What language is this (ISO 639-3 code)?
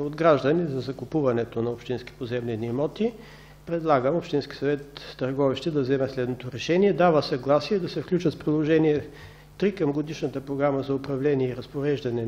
bul